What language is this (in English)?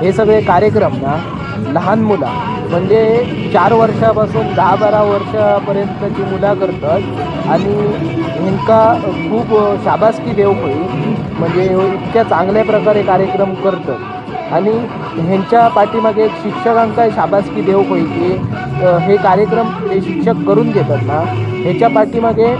Konkani